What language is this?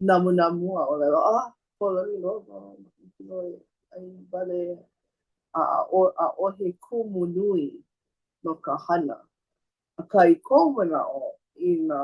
Hawaiian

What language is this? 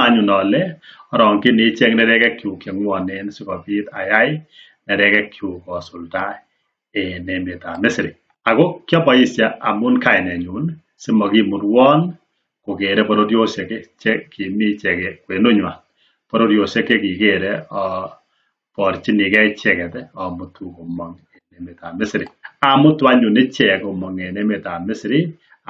Kalenjin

